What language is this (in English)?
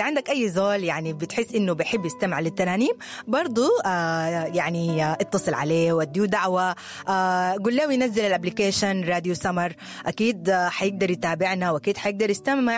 Sudanese Arabic